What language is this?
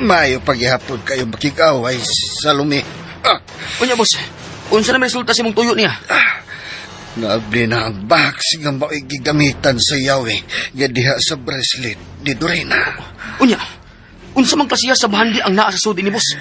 Cebuano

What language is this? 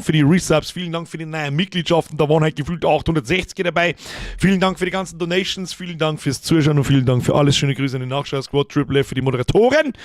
Bavarian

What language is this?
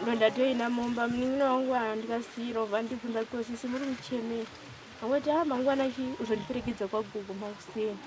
Shona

